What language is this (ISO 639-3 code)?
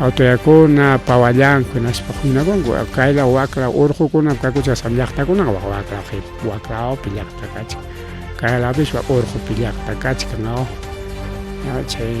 quy